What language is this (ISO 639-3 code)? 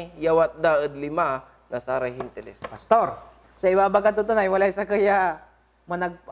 pag